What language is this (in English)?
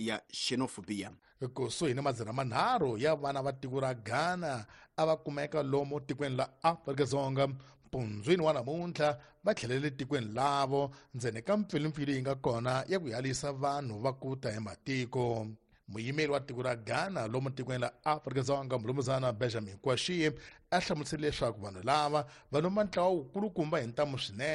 Tsonga